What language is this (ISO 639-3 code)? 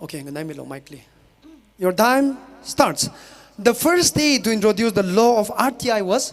nmf